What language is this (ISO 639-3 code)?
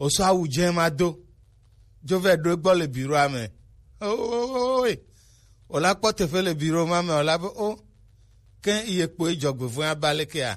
gej